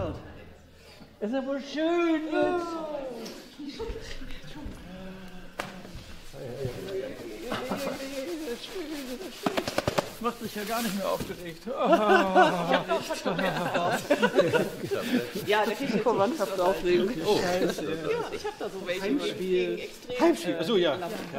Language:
German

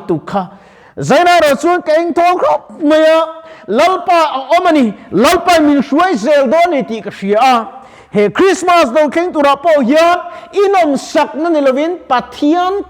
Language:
Mizo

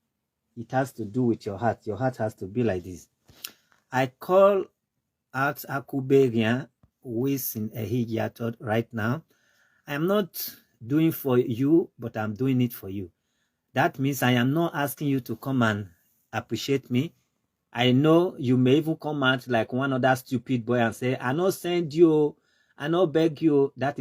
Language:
Nigerian Pidgin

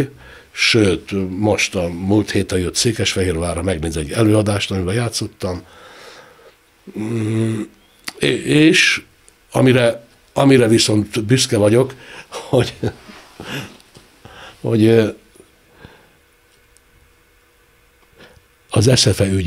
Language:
Hungarian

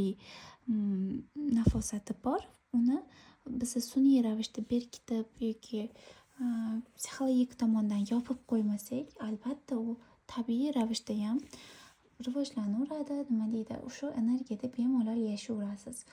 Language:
Uzbek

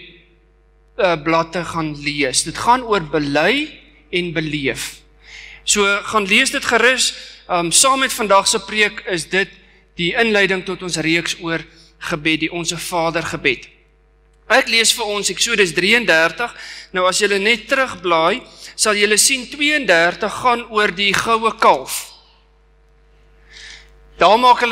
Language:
Afrikaans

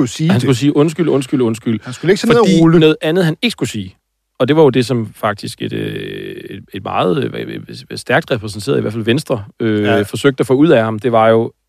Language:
Danish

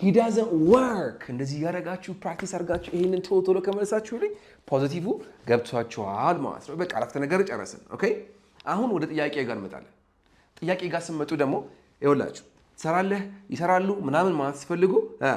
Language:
Amharic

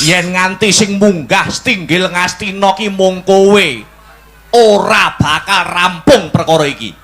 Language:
Javanese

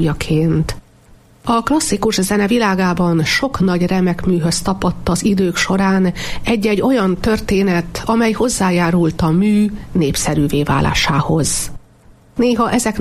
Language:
Hungarian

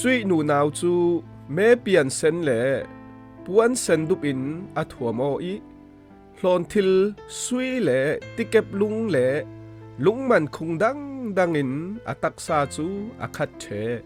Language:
Falam Chin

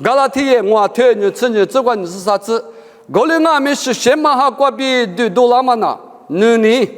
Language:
Lisu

